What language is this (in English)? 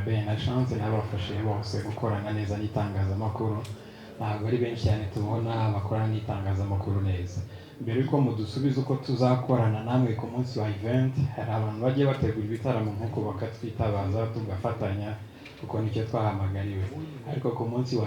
Kinyarwanda